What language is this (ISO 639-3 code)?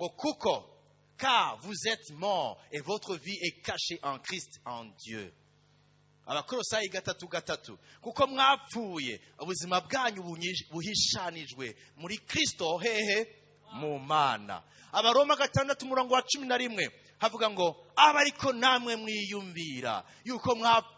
run